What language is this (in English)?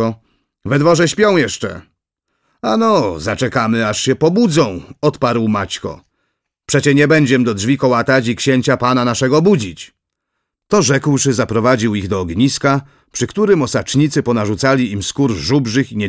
Polish